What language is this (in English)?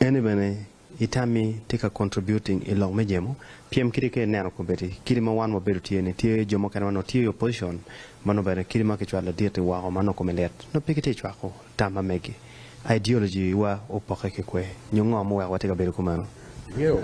Acoli